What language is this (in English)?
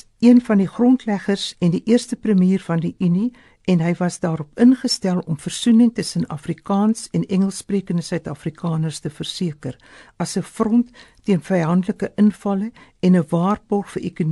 Afrikaans